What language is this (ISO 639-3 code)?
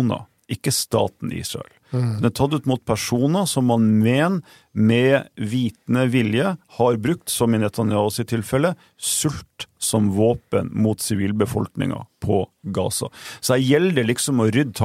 nor